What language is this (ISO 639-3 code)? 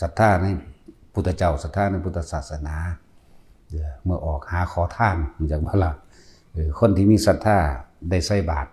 tts